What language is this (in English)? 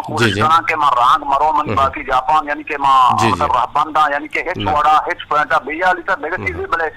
Eastern Balochi